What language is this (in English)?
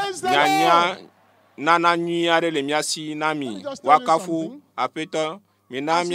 Ewe